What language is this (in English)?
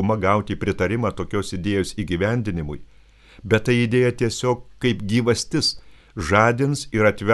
Lithuanian